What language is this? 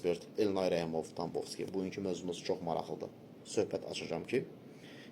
Azerbaijani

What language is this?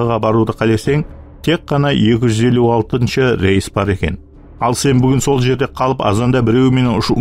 Kara-Kalpak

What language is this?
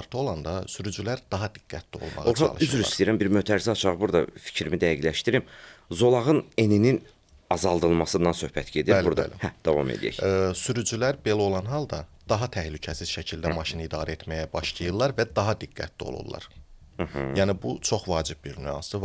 Azerbaijani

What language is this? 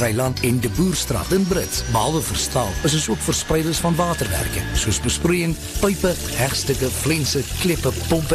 Afrikaans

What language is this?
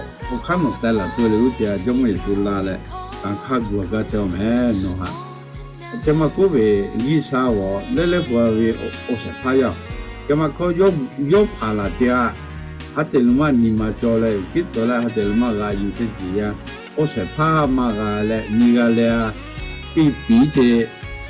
Lahu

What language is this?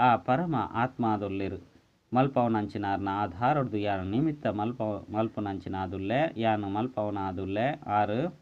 Tulu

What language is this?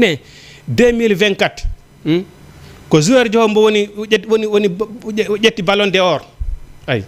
Fula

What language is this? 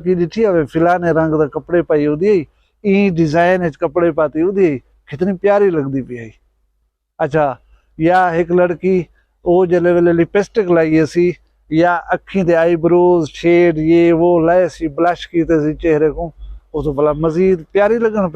Saraiki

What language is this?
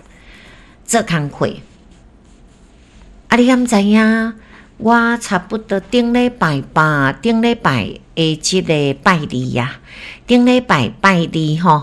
Min Nan Chinese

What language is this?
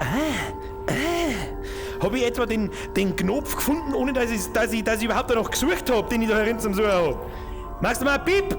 Bavarian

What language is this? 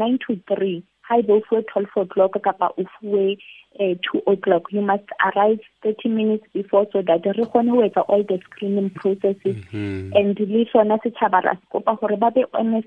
Southern Sotho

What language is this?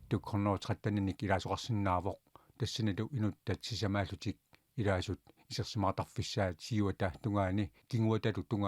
Kalaallisut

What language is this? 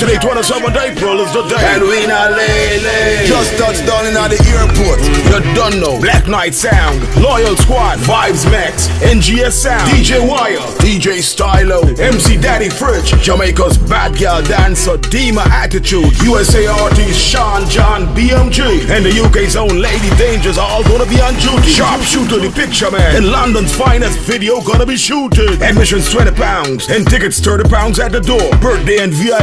Jamaican Creole English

